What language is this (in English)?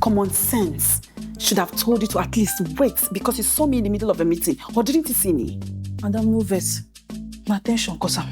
Nigerian Pidgin